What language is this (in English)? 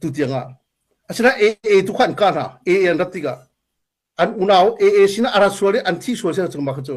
Hakha Chin